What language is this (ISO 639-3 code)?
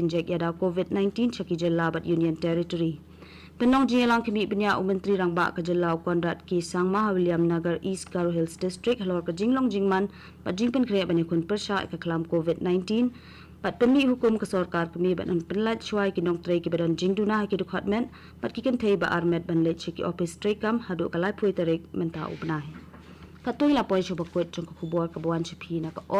kha